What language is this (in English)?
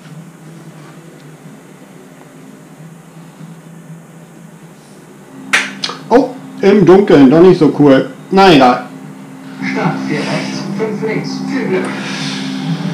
German